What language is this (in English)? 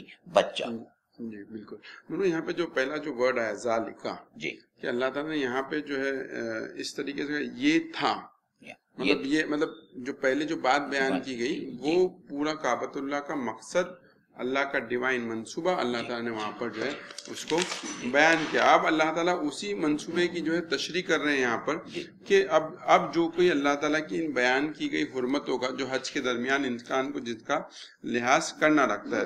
Urdu